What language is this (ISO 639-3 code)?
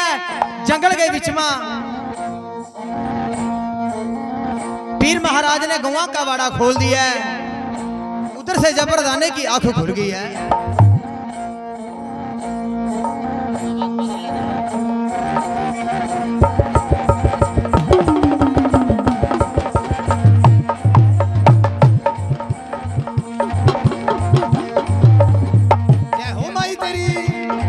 hin